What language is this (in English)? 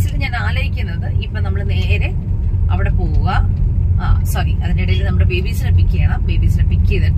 Malayalam